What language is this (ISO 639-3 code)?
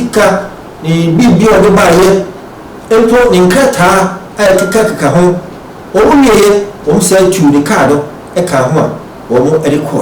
aka